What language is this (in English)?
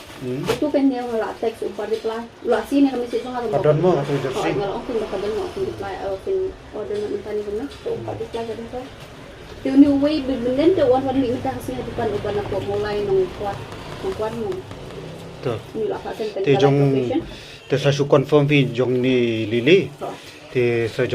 Khasi